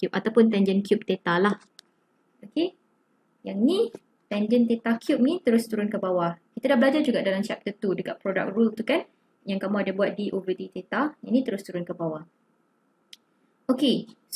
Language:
Malay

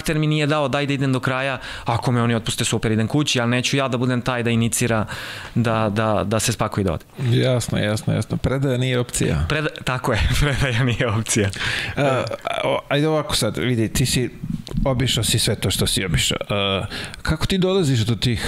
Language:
Serbian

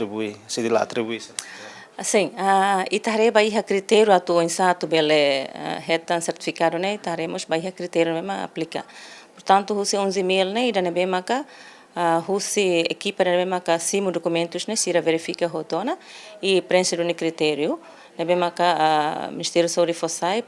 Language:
Tetum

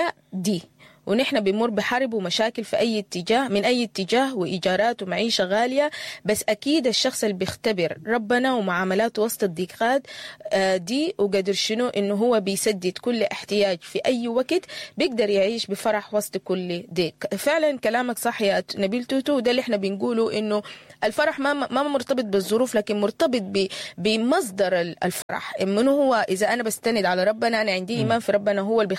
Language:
Sudanese Arabic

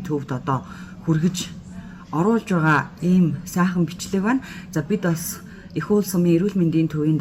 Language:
Mongolian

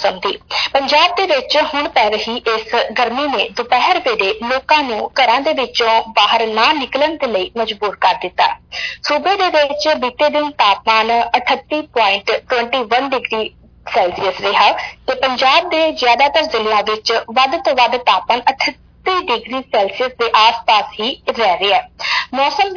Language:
Punjabi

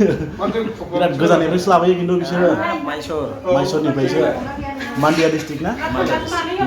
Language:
Bodo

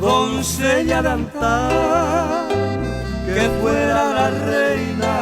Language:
Guarani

